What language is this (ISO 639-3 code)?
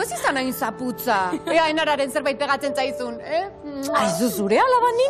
eus